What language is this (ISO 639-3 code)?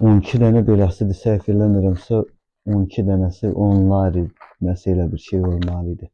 aze